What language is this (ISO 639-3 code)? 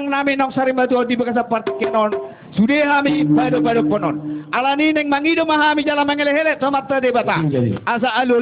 bbc